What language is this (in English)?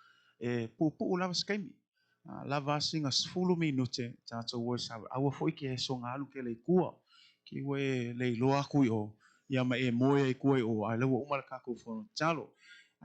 Samoan